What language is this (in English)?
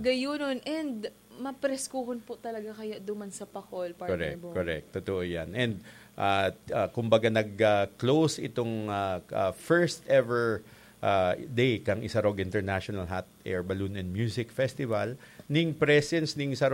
Bikol